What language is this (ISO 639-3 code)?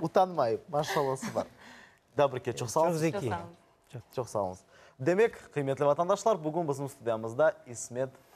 crh